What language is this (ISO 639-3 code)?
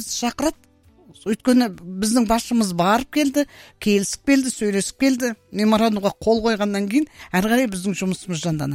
kaz